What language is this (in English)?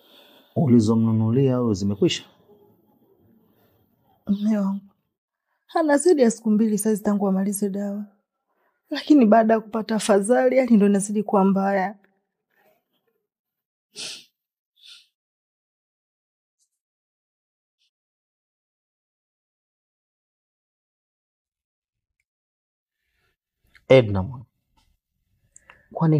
Swahili